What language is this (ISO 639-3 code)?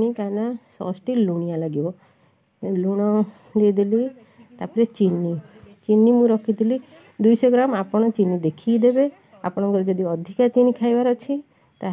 ori